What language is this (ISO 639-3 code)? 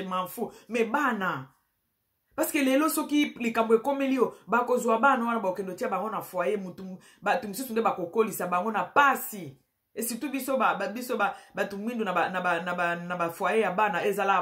lin